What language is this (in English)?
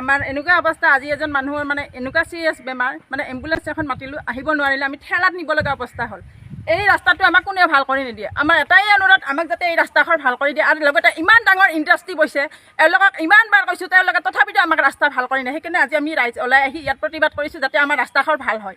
Assamese